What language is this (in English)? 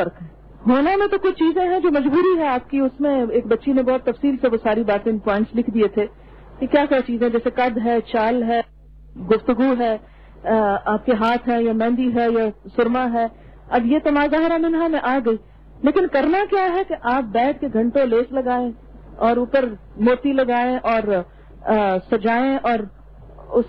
Urdu